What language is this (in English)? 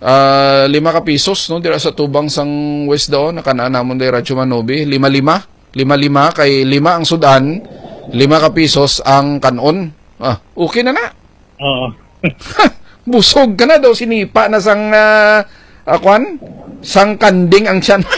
Hiligaynon